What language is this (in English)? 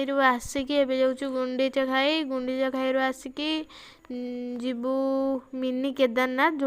Odia